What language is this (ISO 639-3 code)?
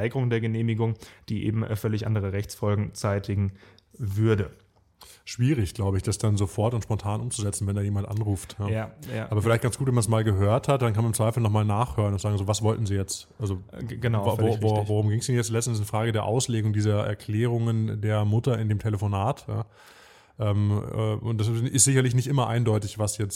deu